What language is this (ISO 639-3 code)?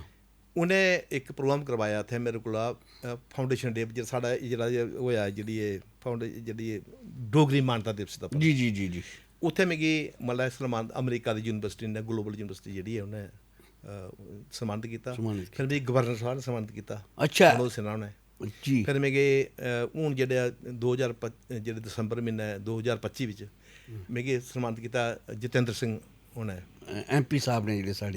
doi